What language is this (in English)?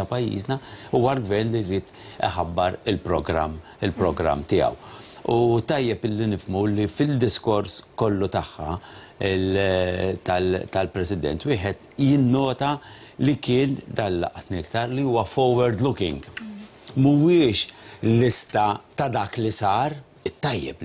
Maltese